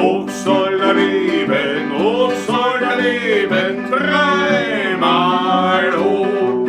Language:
Bavarian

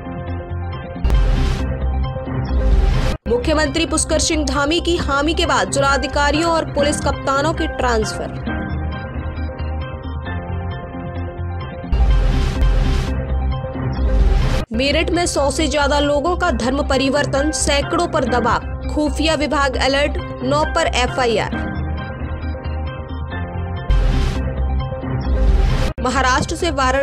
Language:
Hindi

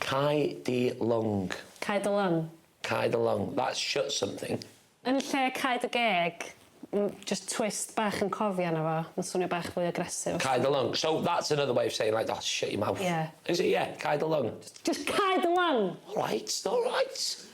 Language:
Welsh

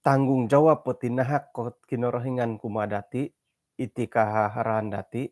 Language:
Central Dusun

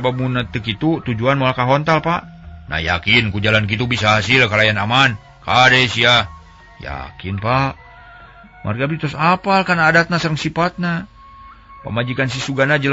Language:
Sundanese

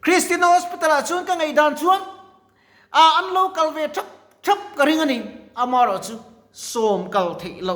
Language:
Mizo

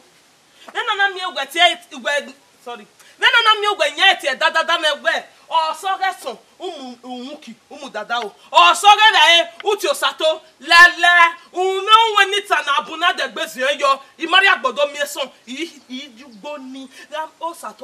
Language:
Bini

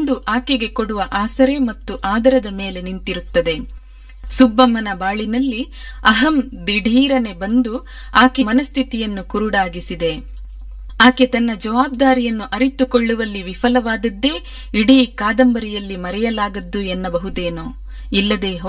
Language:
Kannada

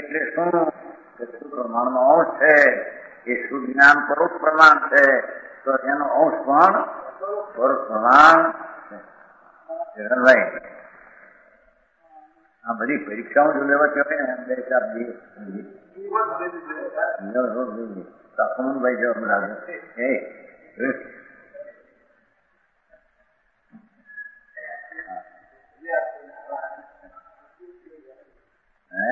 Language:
Gujarati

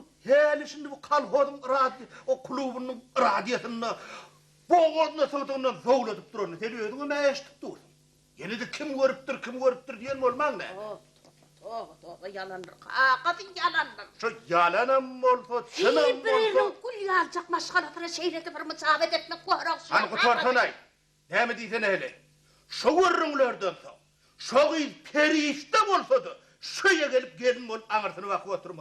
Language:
Turkmen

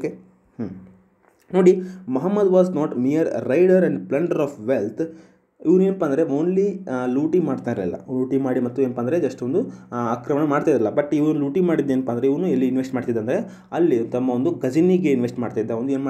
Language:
Kannada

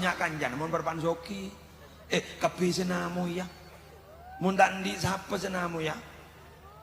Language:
Madurese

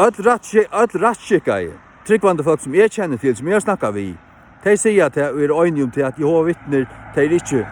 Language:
Faroese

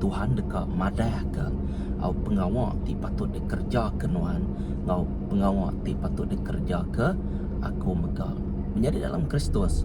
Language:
Iban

